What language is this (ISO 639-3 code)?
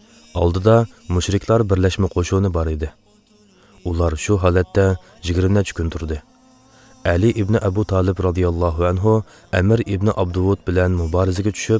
uig